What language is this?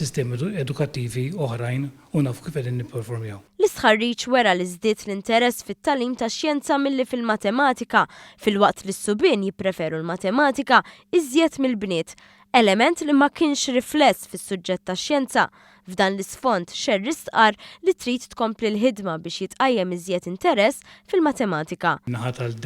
Maltese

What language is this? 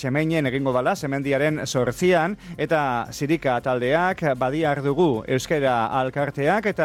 Basque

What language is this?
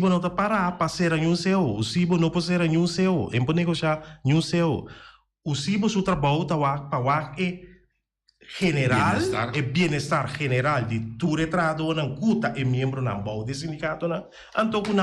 Papiamento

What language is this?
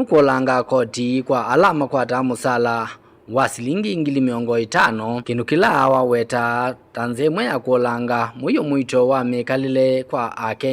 Kamba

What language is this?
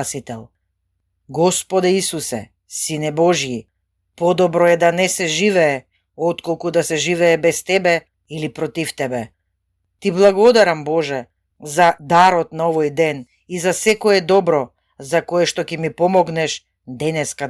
Macedonian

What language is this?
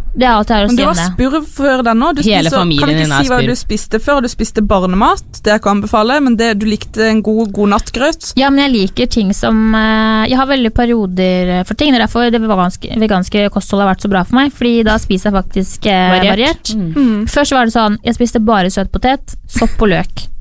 Norwegian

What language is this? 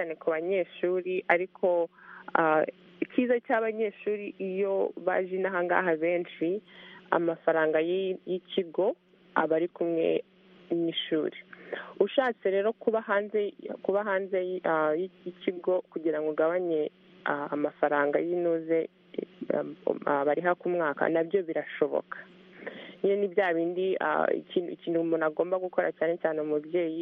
Kinyarwanda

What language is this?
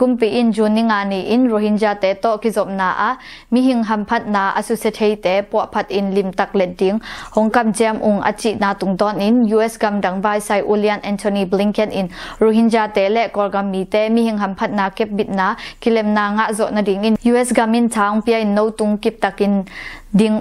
Tedim Chin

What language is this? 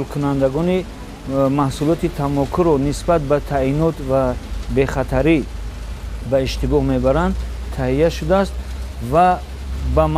Tajik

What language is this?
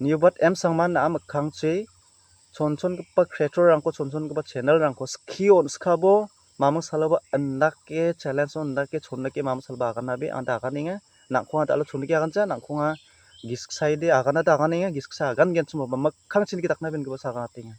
Garo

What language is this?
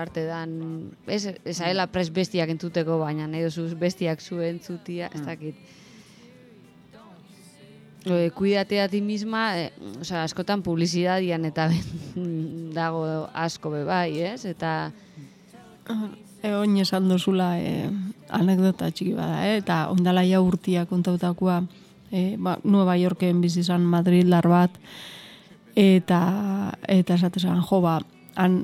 Basque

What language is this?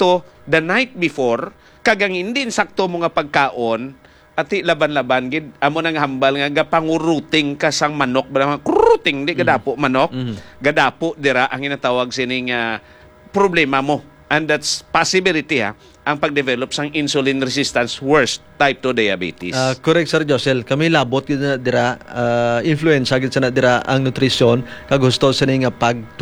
Hiligaynon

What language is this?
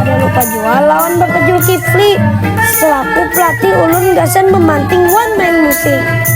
Banjar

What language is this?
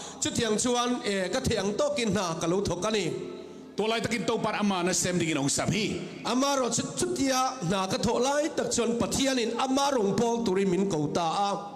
Tedim Chin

